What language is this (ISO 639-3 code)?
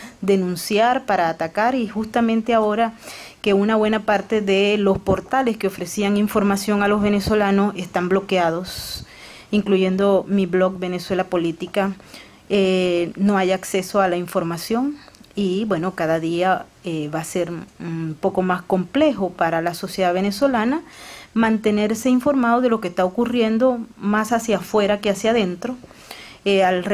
spa